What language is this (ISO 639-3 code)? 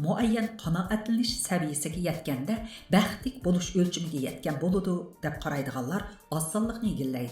uig